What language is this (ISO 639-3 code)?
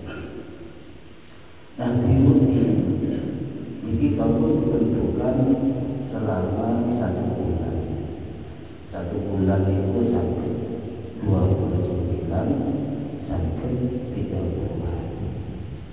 ind